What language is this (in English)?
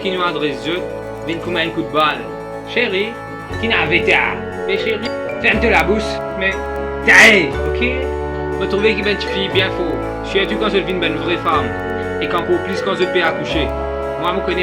Morisyen